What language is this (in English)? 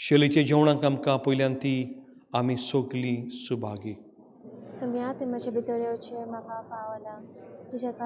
Konkani